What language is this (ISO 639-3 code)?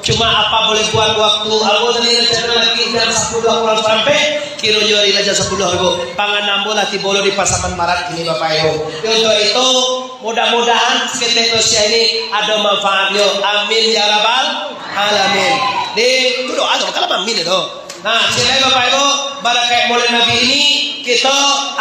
min